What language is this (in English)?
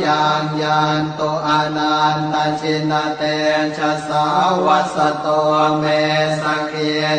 Pali